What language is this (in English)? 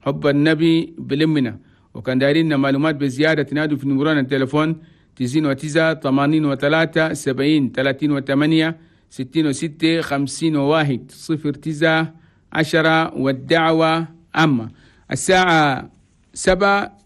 Chadian Arabic